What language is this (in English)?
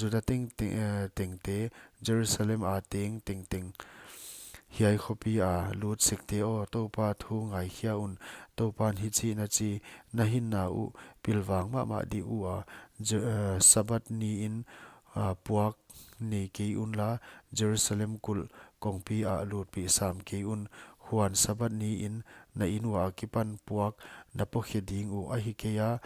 Paite Chin